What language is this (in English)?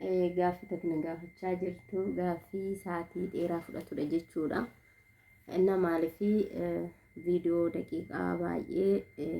Oromo